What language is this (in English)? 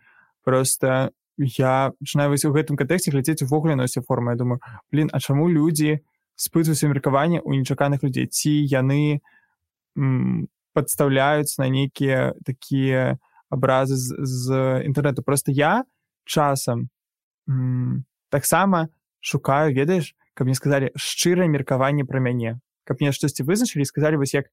Belarusian